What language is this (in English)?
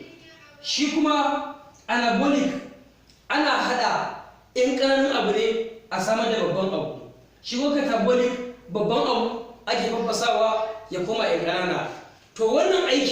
Hausa